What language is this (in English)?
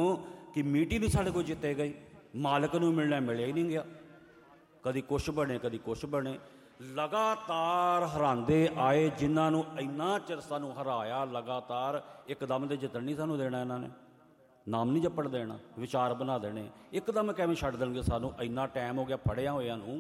Punjabi